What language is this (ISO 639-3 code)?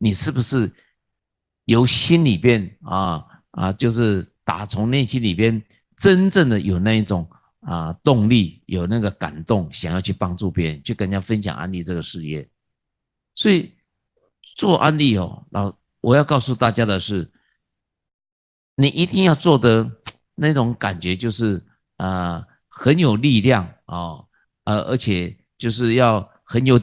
zho